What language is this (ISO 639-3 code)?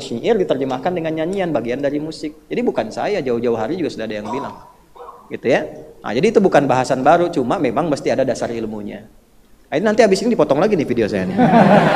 ind